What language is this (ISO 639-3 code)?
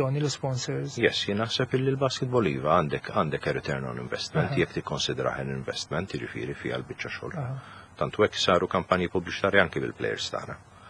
mlt